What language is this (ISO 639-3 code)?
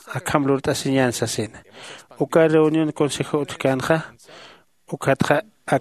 aym